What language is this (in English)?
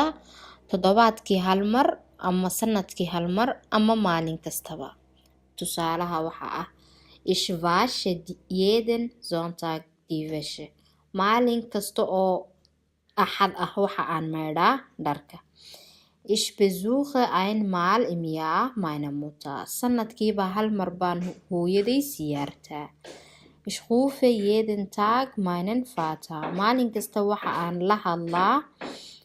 Somali